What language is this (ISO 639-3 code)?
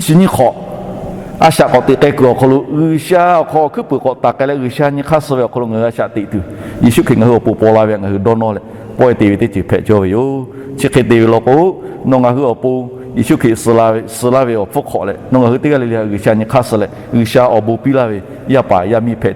lhu